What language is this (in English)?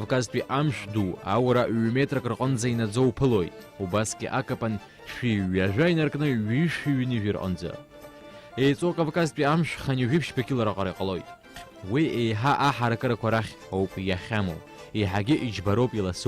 Abkhazian